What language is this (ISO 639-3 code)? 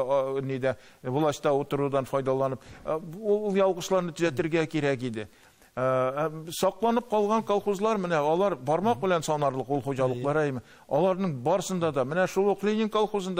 tat